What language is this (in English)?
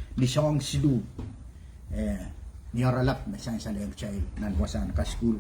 Pohnpeian